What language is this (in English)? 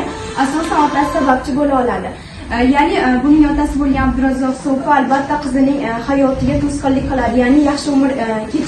Uzbek